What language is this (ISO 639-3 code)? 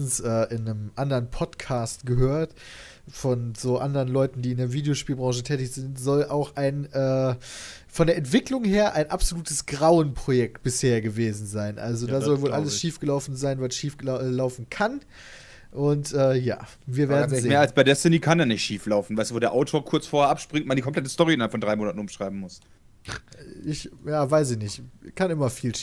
deu